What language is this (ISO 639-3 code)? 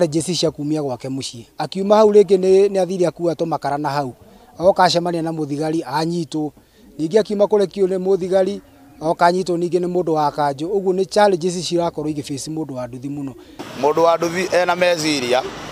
kik